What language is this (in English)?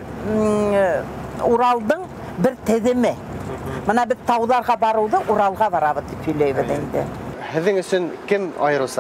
Bashkir